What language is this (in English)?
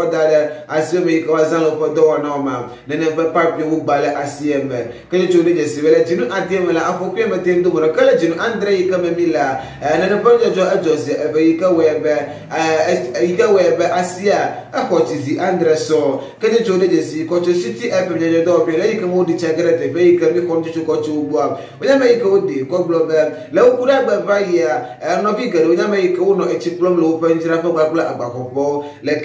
Ewe